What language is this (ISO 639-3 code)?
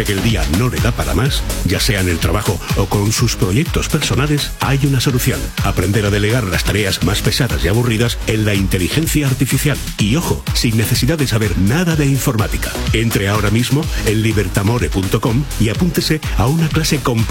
spa